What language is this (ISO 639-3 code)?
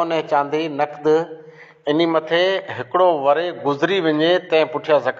snd